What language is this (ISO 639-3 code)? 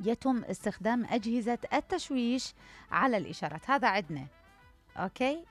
acm